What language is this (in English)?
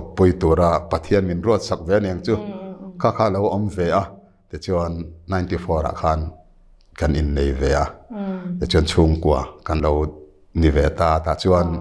Mizo